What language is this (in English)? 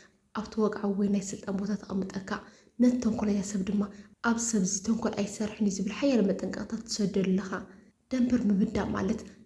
Tigrinya